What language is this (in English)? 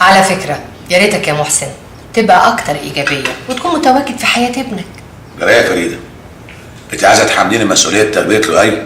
Egyptian Arabic